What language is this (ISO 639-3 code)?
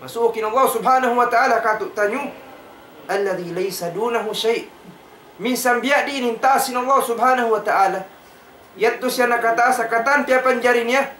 tsg